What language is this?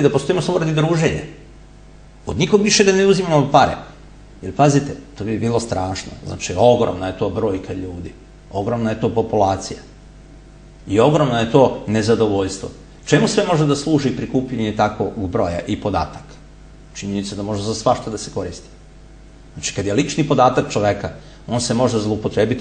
Serbian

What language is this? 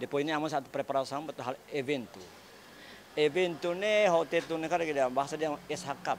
Tetum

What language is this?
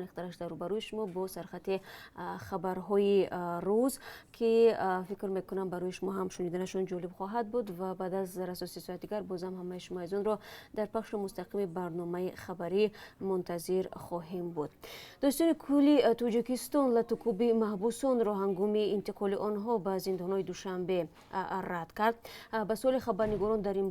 Tajik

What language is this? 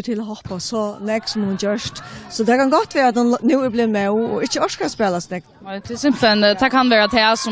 Faroese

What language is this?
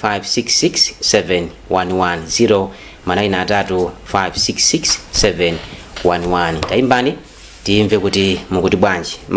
Nyanja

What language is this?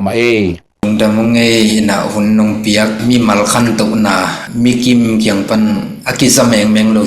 Tedim Chin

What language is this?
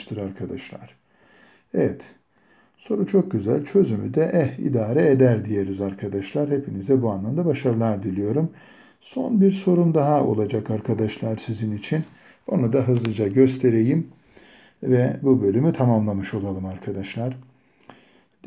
Turkish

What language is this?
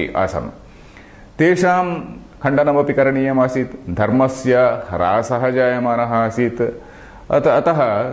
Sanskrit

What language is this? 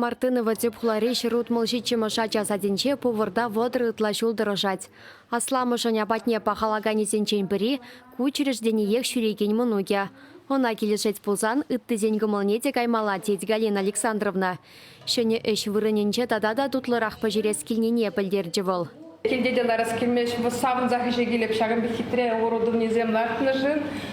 Chuvash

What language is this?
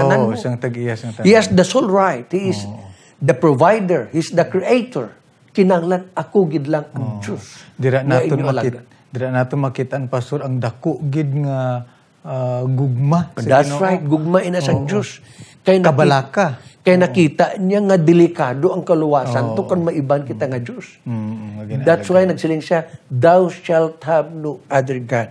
Hiligaynon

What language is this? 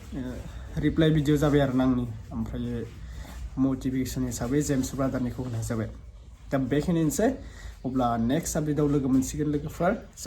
Bodo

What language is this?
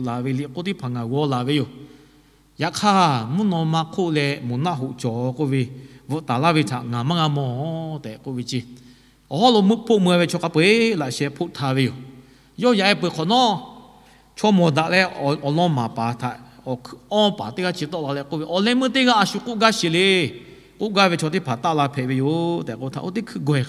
Lahu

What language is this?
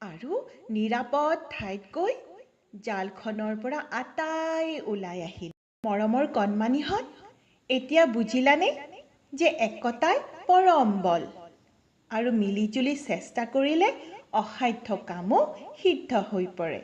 Assamese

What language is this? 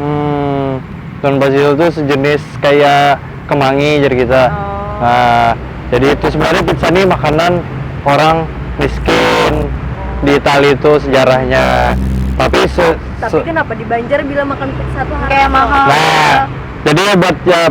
Banjar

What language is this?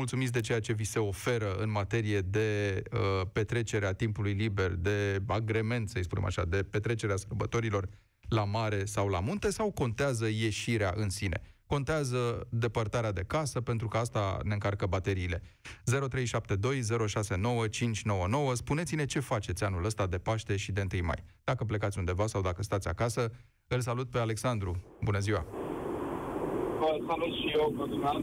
Romanian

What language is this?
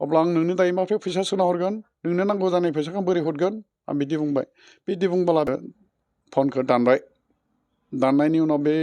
Bodo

